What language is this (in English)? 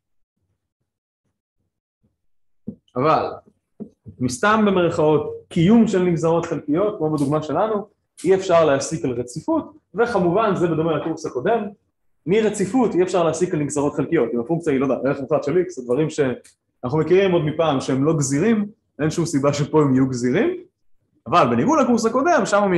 Hebrew